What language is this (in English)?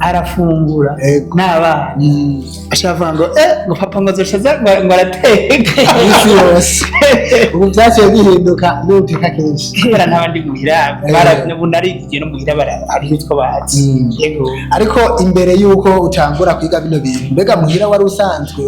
Rundi